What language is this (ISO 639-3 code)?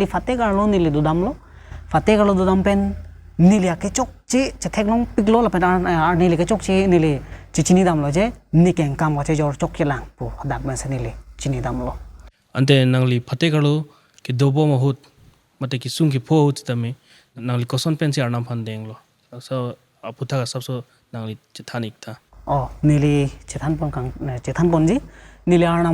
mjw